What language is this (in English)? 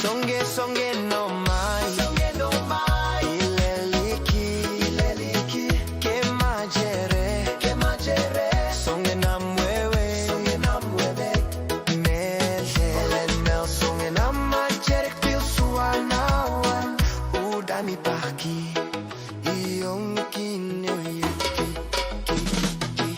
Pohnpeian